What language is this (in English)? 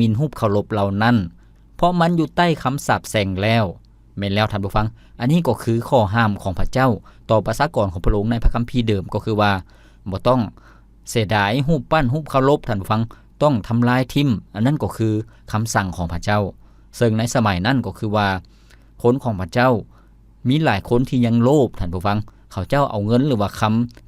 Lao